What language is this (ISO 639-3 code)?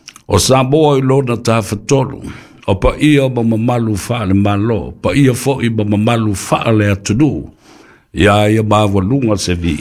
smo